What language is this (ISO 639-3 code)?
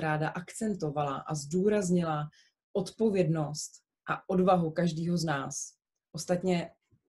ces